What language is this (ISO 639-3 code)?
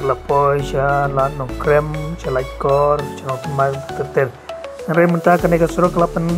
kha